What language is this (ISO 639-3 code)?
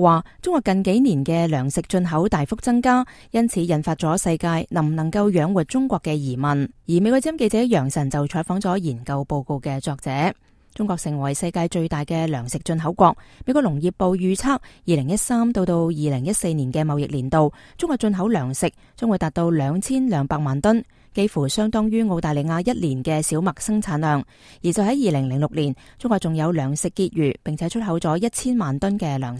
yue